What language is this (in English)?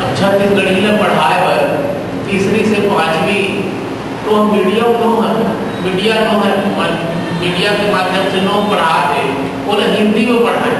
Chhattisgarhi